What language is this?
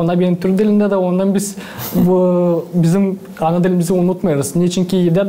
Gagauz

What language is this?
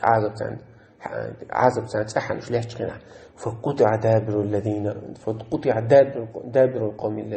Chechen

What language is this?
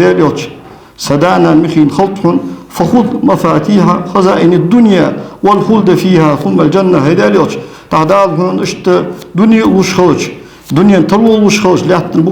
Ingush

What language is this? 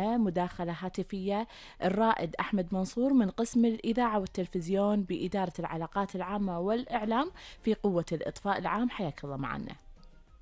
Arabic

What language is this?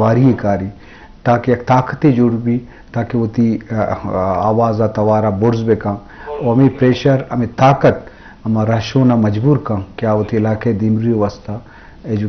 Eastern Balochi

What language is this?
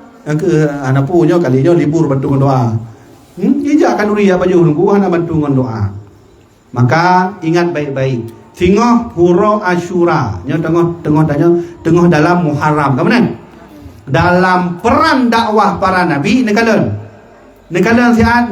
Achinese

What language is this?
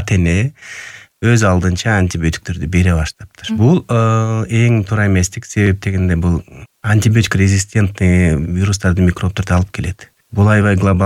Kyrgyz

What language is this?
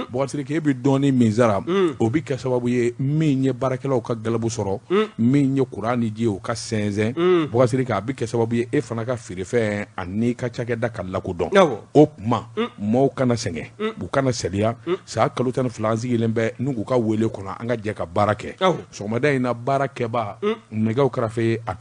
Bambara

